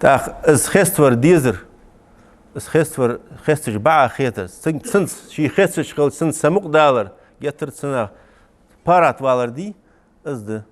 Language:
Ingush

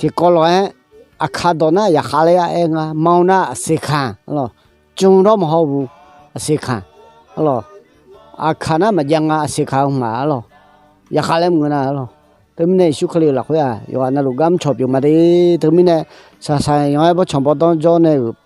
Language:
Akha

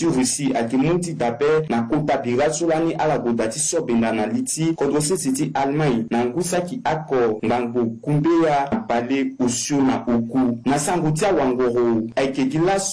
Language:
Sango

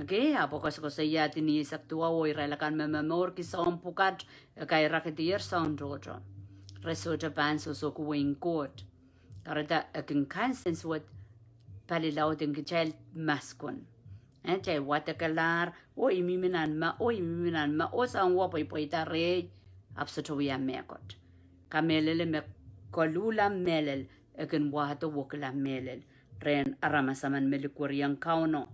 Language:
Pohnpeian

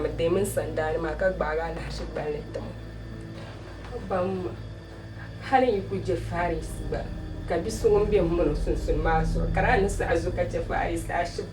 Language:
Dagbani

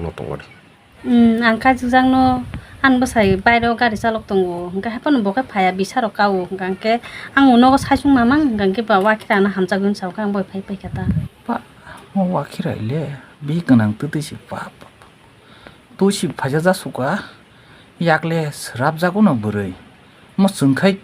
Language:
Kok Borok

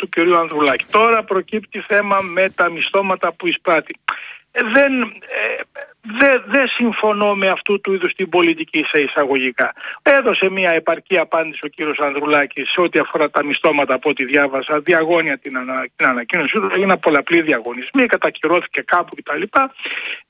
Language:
Greek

